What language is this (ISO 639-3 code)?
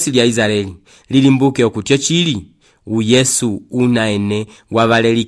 umb